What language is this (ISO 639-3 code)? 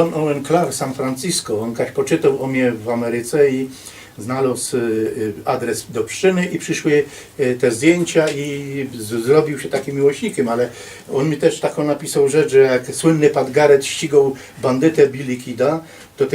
szl